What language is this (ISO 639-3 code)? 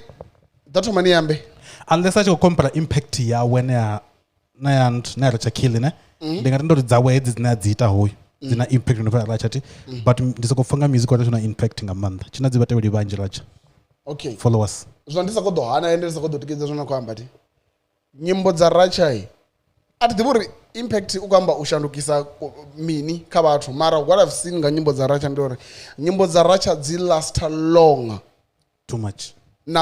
ven